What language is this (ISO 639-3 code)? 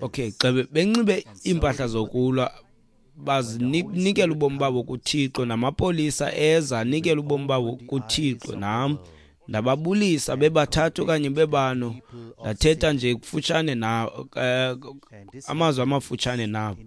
xho